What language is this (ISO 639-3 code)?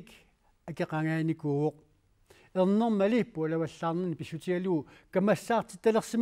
kal